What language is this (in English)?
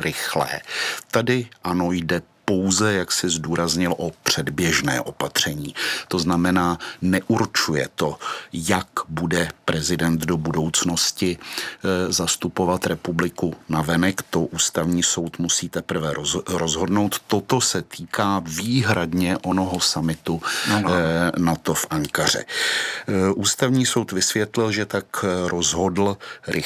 Czech